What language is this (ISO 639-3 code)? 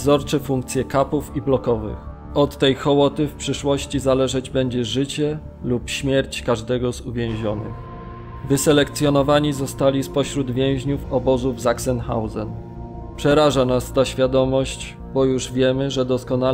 pol